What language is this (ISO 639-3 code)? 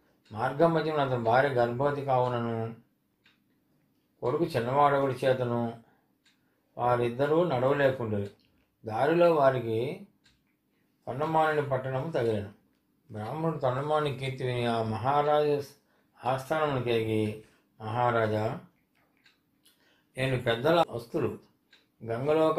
tel